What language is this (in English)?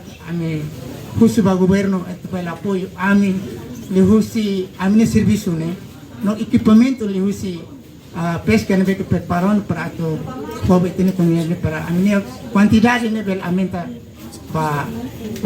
Tetum